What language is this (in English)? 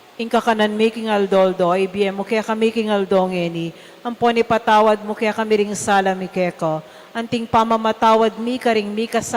Pampanga